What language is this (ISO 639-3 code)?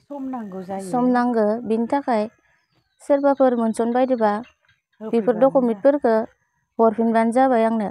brx